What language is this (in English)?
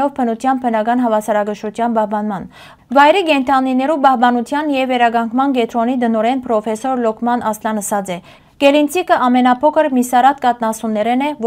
Western Armenian